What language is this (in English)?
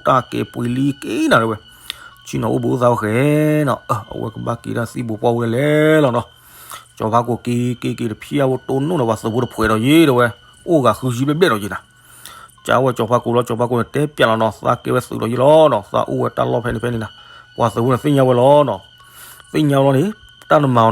S'gaw Karen